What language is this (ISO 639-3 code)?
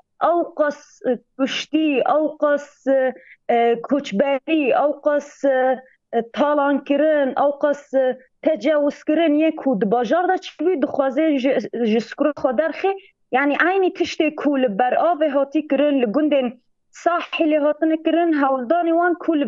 kur